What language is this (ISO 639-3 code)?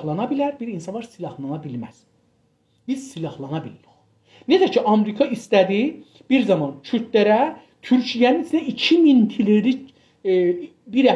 azb